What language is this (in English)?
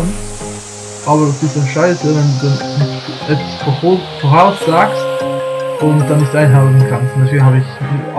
Swiss German